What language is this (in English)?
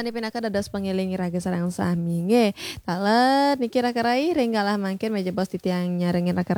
Balinese